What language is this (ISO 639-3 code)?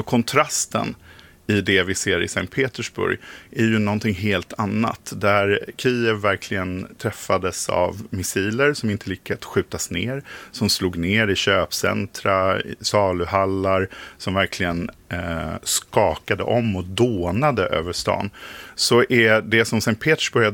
swe